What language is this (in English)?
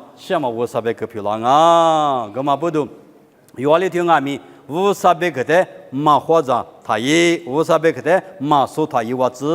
Lisu